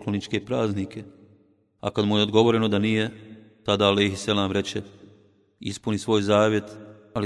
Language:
Bosnian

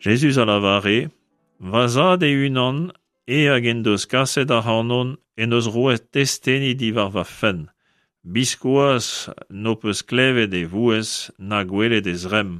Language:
Breton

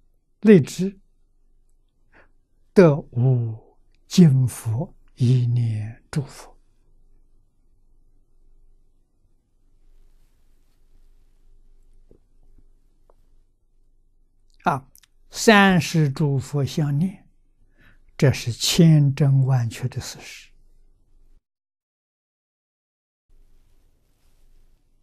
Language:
Chinese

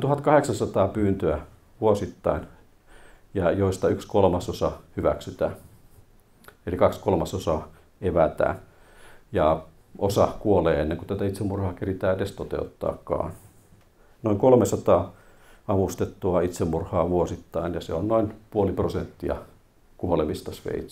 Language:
Finnish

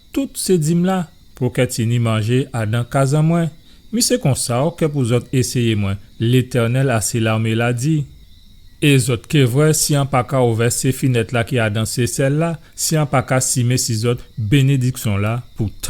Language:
Guadeloupean Creole French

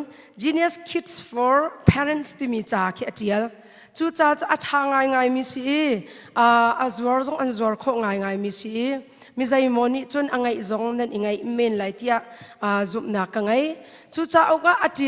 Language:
Hakha Chin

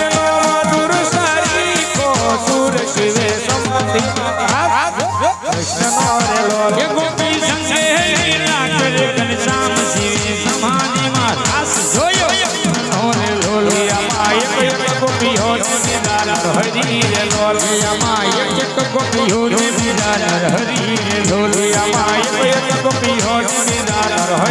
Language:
Gujarati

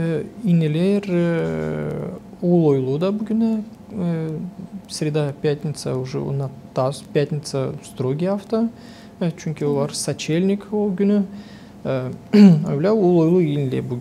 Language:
Gagauz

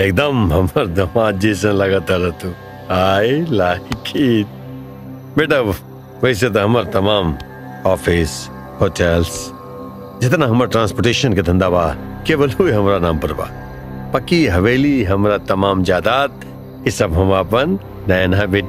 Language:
Bhojpuri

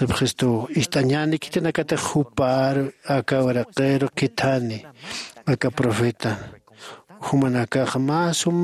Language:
Aymara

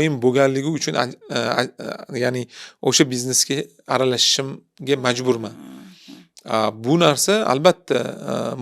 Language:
Uzbek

